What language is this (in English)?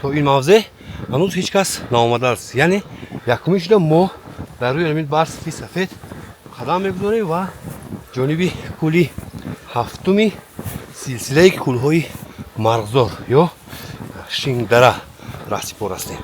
Tajik